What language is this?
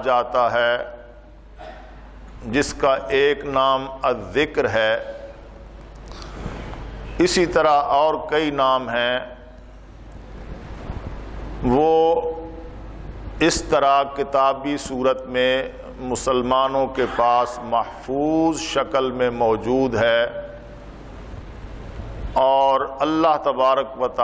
Urdu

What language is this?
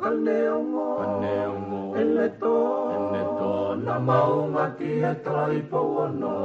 Tongan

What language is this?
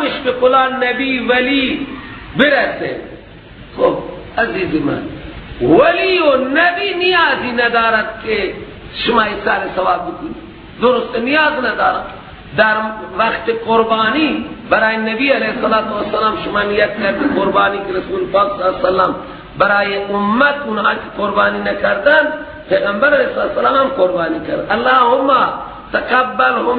Persian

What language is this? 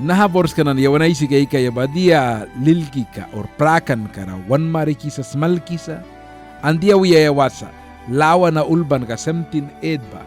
Mískito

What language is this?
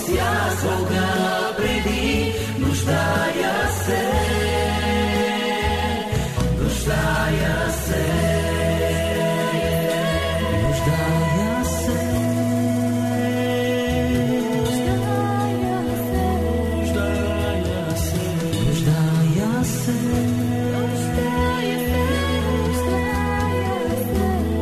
Bulgarian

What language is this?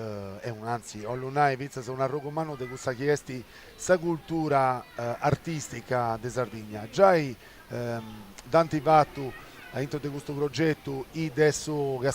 Sardinian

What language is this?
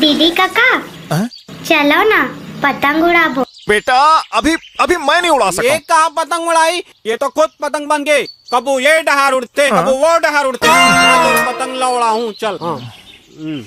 Chhattisgarhi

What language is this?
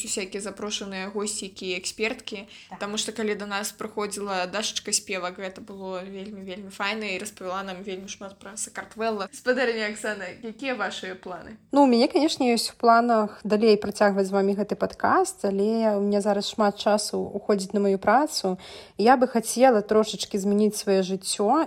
Belarusian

